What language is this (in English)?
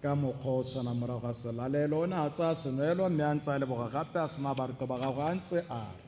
Tswana